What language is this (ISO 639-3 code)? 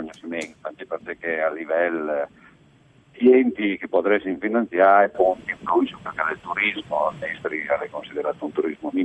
fur